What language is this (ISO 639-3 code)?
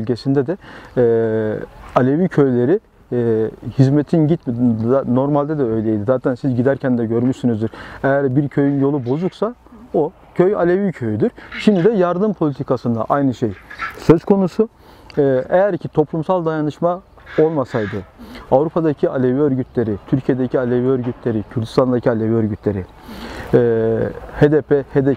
tur